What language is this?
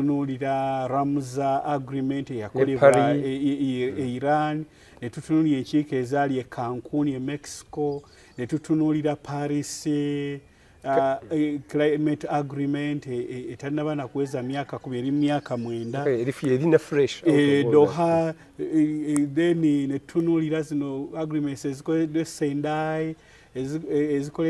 Ganda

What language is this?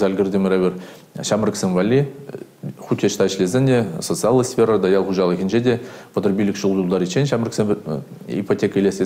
Chuvash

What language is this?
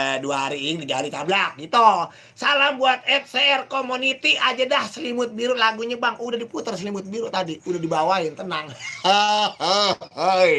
Betawi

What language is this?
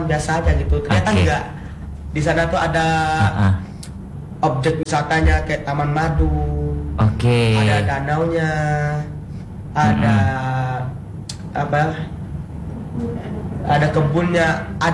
Indonesian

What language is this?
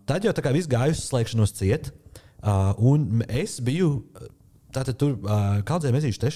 Latvian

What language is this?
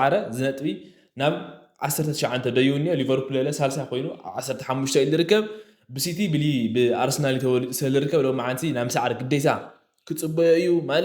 Tigrinya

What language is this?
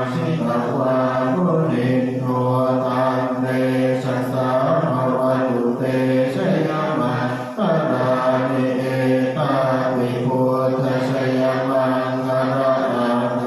Pali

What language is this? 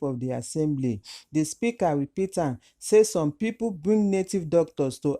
Nigerian Pidgin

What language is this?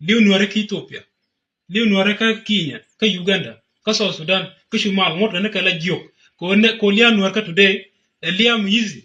Nuer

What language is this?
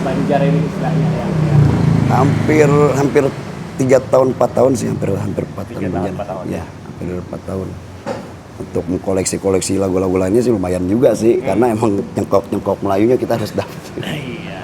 Banjar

